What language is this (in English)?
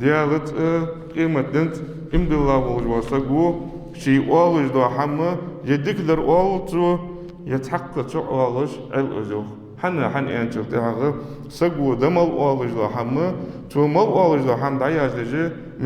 Ingush